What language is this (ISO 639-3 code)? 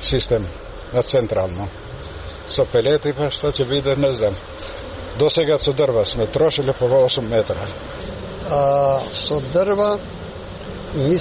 mkd